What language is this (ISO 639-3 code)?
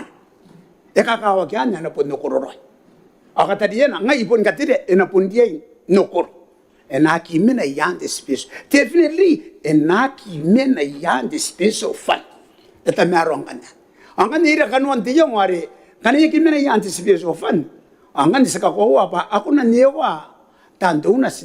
gil